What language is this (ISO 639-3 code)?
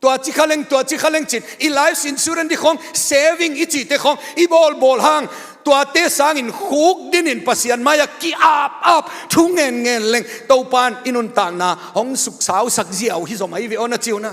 ctd